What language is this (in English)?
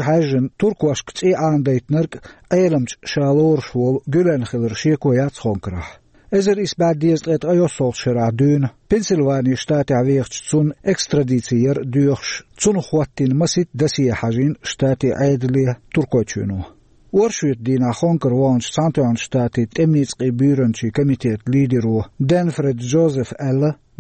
Chechen